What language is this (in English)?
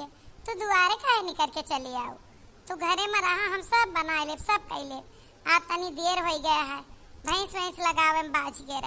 Awadhi